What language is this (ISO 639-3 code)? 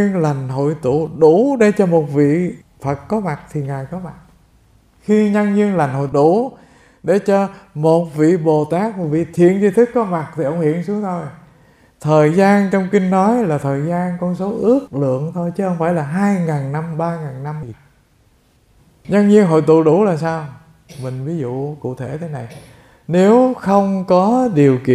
vie